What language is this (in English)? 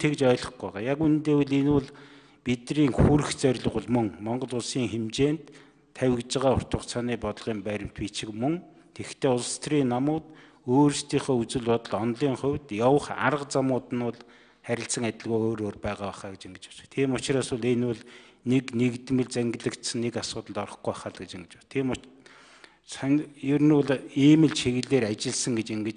Mongolian